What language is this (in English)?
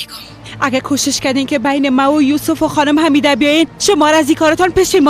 Persian